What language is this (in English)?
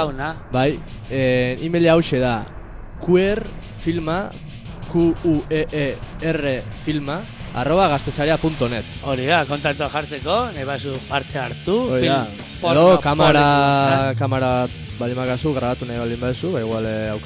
Basque